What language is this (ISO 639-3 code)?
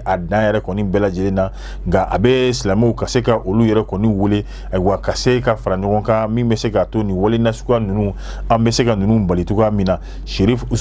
bam